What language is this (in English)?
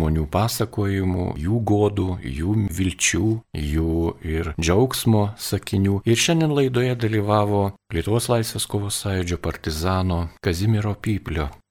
Lithuanian